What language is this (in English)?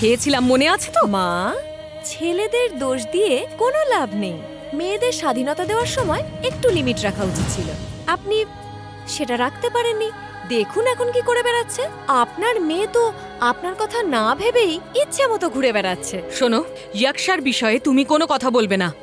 Bangla